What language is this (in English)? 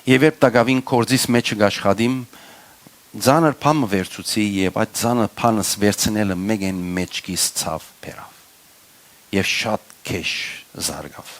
Western Armenian